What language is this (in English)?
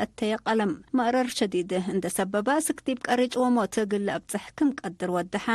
Tigre